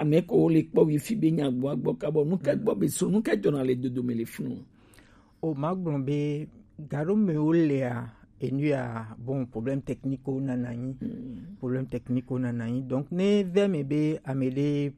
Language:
Gen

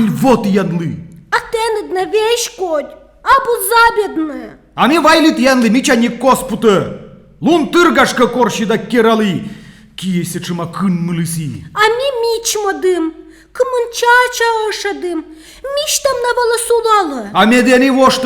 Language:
Komi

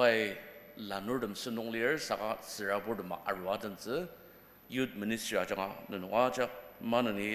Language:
Ao Naga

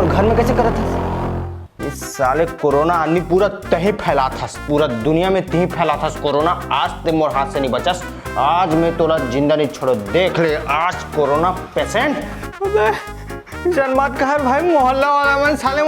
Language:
Chhattisgarhi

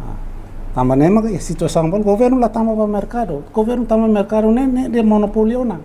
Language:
Tetum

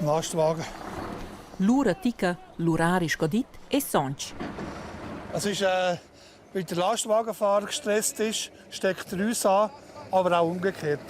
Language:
Romansh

